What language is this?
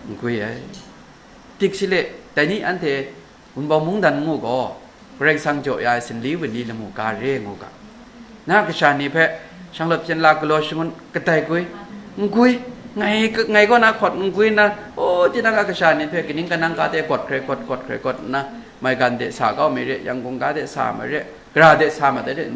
Kachin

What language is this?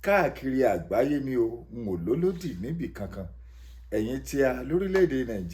Yoruba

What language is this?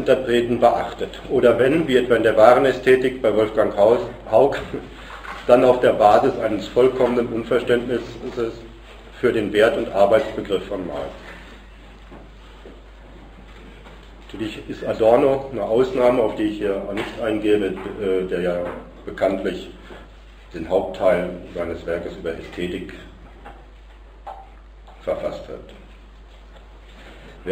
German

